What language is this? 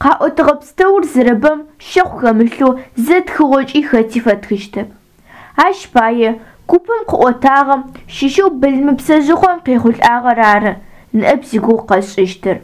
Adyghe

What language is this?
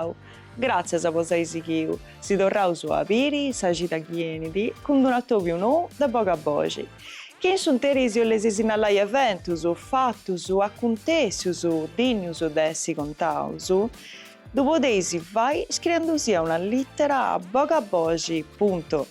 Sardinian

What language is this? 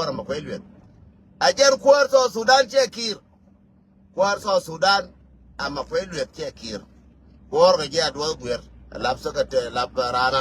Nuer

